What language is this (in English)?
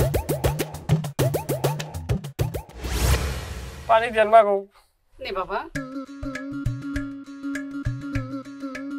Bangla